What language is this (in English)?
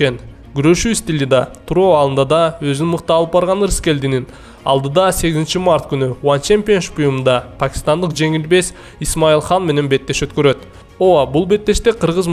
Kyrgyz